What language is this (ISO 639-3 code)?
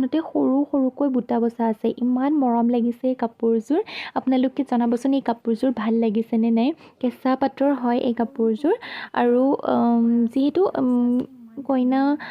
asm